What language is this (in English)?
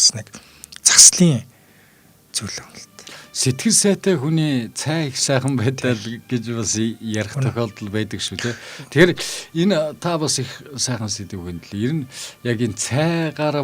Mongolian